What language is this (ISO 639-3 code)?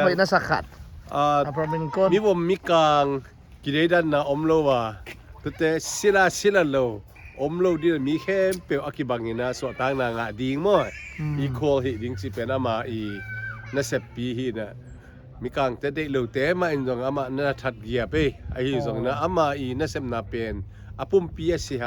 ctd